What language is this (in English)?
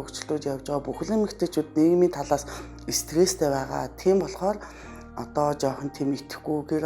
Mongolian